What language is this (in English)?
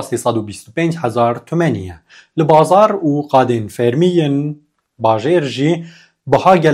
Kurdish